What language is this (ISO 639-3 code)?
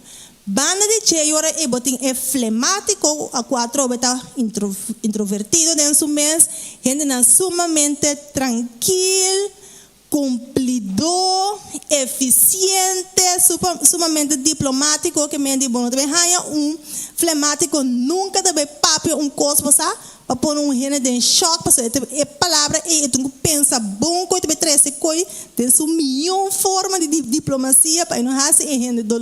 pap